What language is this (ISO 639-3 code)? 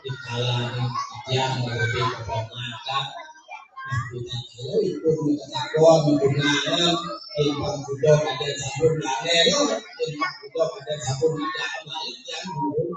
ban